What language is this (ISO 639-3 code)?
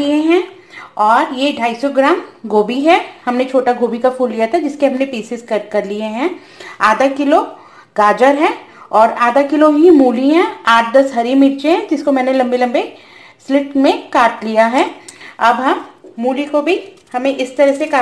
hin